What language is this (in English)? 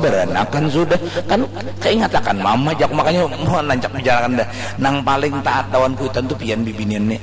Banjar